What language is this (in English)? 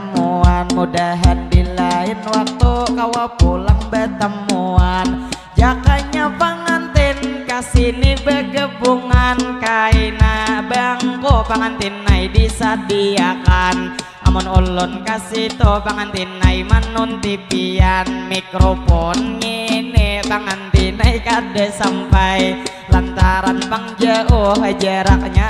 Banjar